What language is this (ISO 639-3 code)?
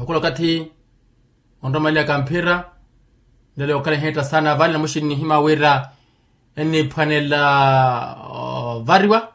vmw